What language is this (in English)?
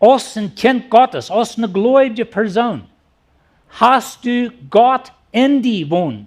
Plautdietsch